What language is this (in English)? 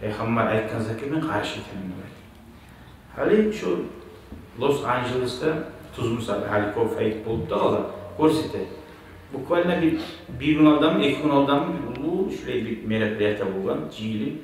Kumyk